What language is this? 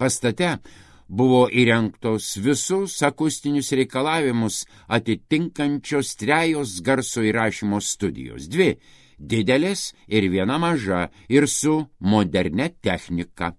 Lithuanian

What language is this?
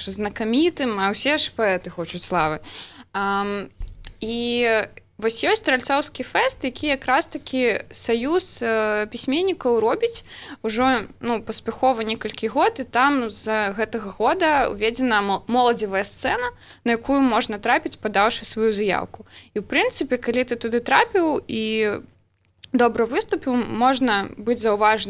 Belarusian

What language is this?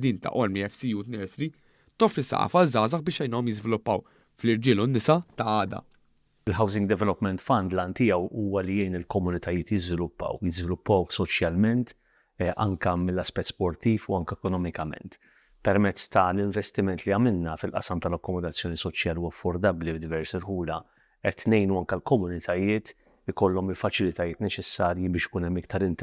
Maltese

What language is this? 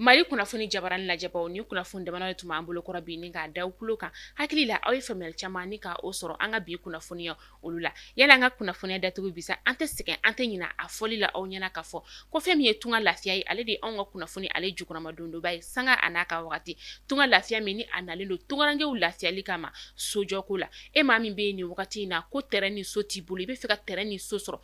Bambara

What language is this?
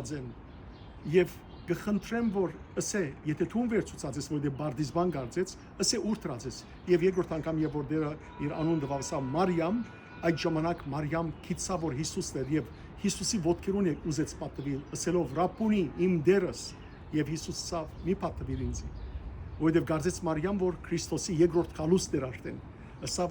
Western Armenian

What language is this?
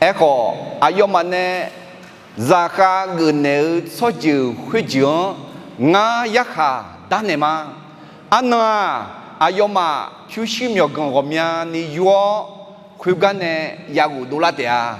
Akha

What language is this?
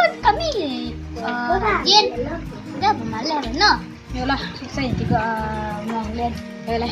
Minangkabau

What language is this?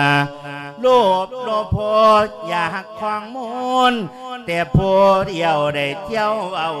Lao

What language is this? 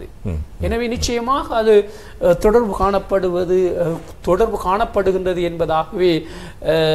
Tamil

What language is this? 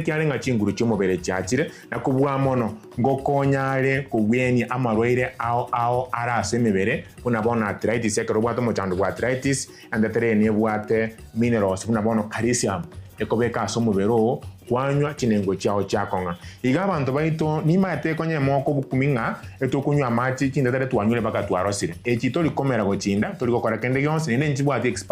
Gusii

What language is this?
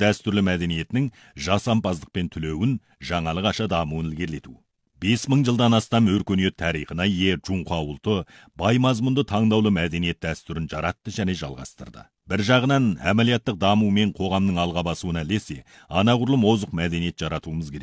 Kazakh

